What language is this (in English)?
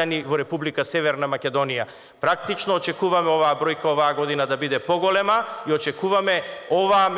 Macedonian